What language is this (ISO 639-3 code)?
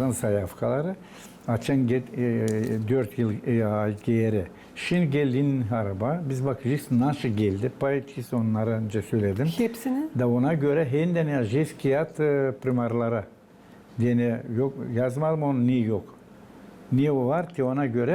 gag